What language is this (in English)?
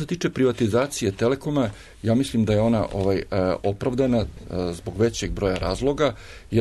Serbian